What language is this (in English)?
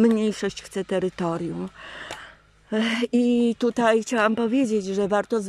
Polish